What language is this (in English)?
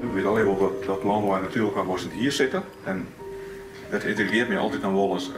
Western Frisian